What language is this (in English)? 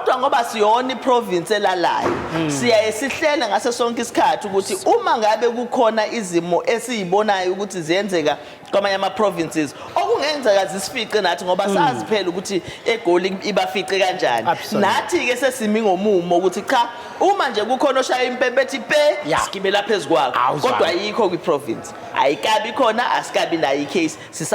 Zulu